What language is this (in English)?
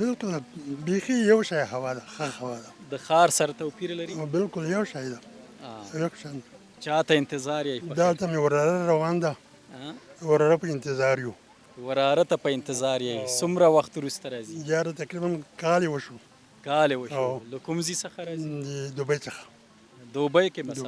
Pashto